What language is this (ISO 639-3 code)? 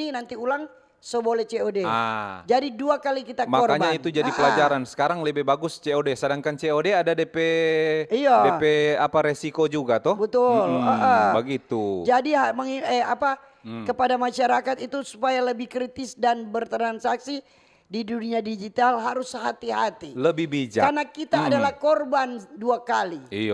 xmm